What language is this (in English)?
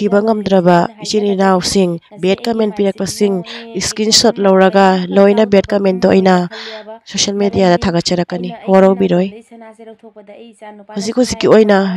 Manipuri